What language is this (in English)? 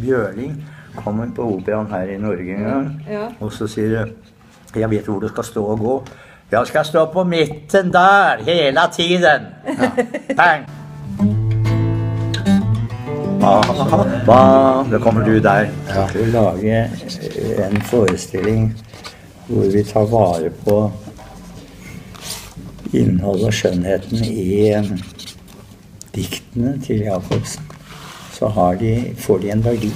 Norwegian